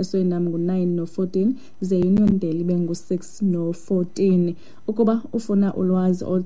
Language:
Xhosa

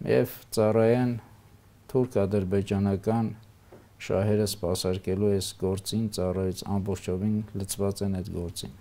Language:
Armenian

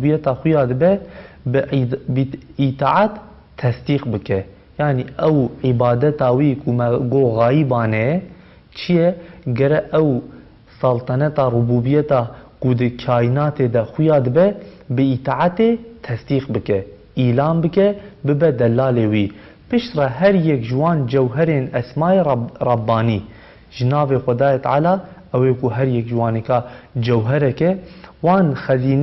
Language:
Kurdish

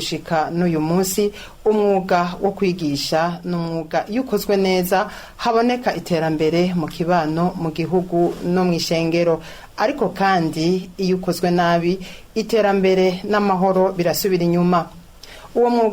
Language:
Rundi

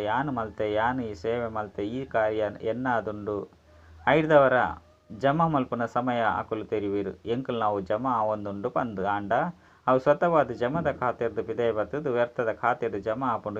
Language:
Tulu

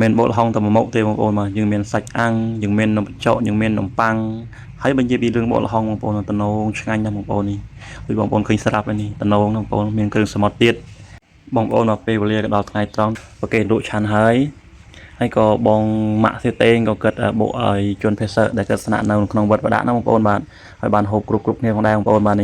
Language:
Khmer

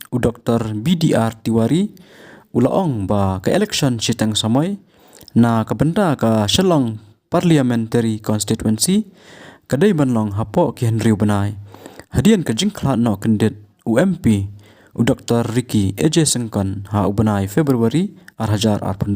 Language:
Khasi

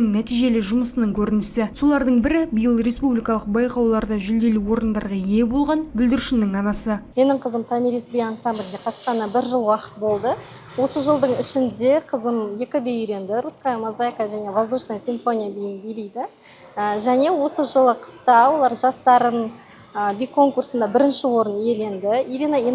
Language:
Kazakh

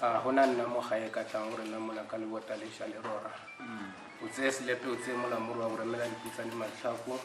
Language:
Tswana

